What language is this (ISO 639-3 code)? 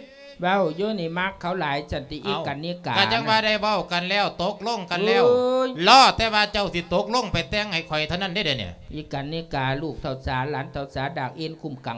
lao